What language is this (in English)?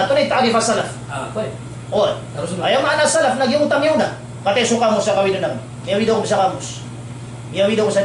Maranao